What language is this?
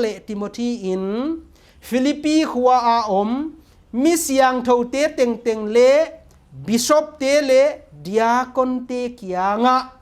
Paite Chin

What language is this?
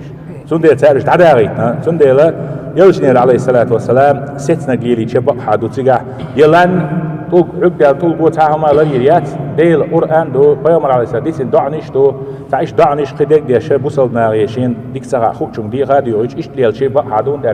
Chechen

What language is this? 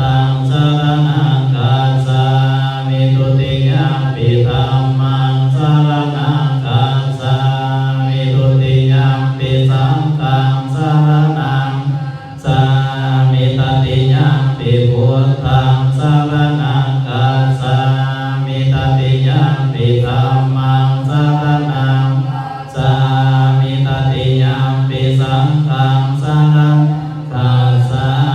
Pali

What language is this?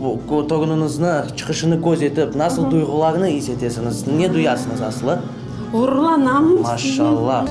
Crimean Tatar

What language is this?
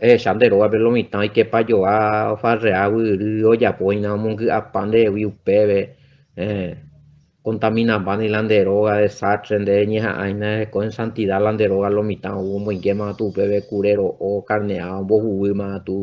Guarani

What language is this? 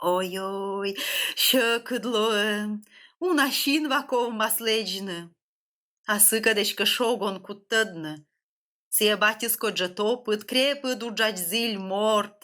Komi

